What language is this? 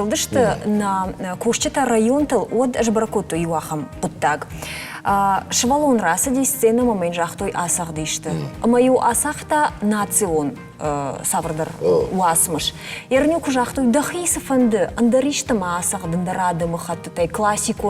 Ossetic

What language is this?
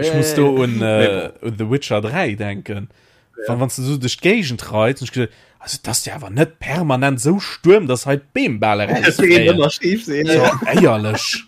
Luxembourgish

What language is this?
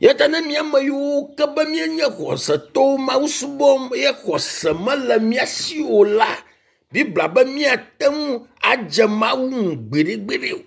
Ewe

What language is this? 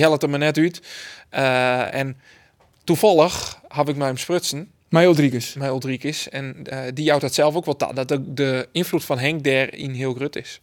Western Frisian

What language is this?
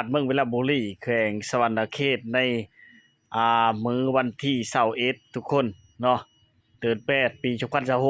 Lao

